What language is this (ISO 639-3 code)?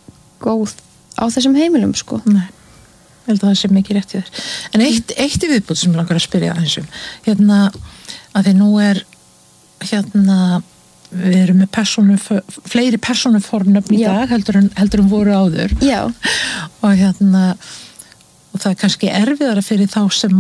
isl